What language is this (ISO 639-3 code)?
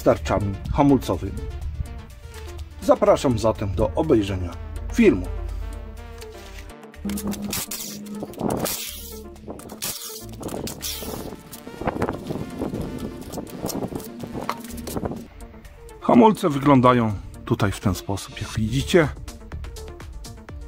pol